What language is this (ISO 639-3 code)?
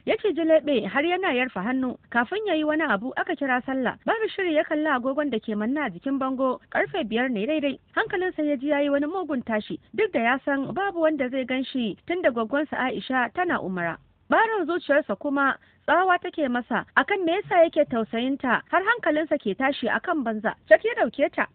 hau